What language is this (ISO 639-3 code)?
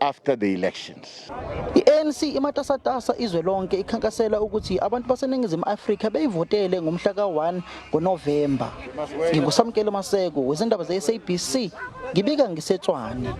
zul